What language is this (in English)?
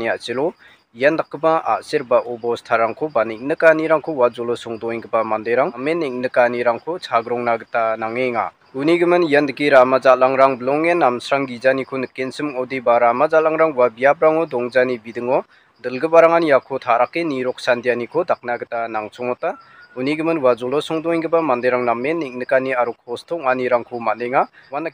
Garo